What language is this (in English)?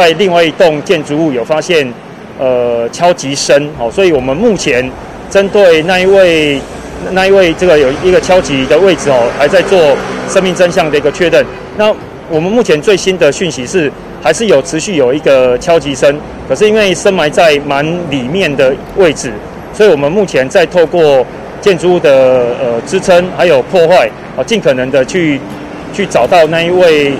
Chinese